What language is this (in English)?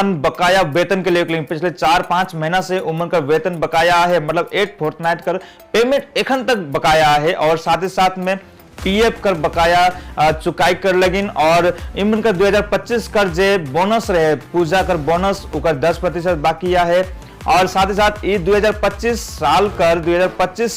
Sadri